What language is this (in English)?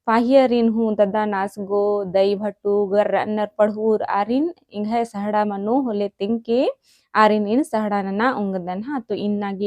Kurukh